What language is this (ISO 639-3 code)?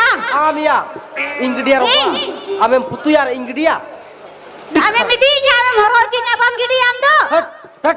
sat